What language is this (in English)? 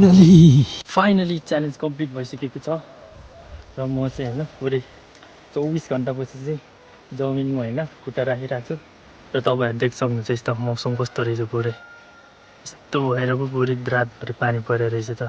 Nepali